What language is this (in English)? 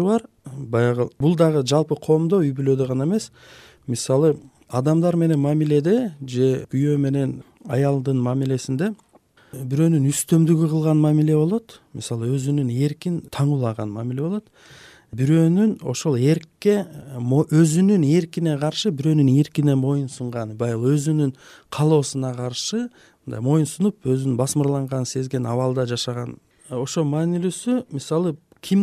Kyrgyz